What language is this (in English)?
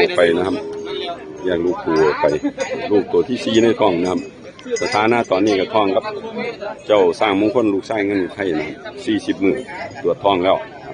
Northeastern Thai